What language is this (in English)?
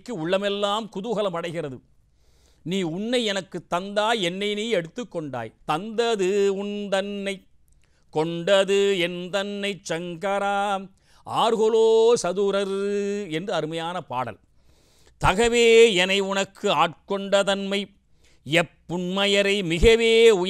Tamil